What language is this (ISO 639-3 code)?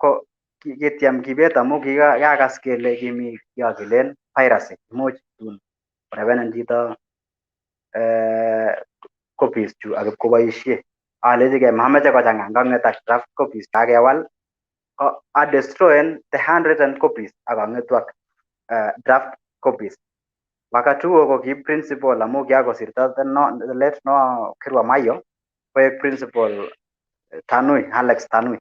kln